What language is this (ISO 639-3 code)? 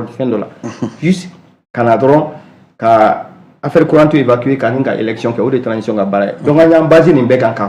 bam